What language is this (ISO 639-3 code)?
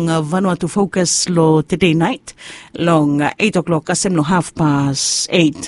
bis